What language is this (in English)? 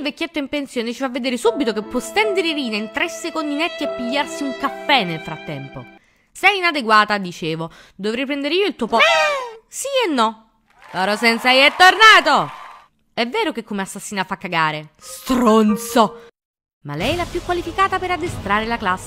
Italian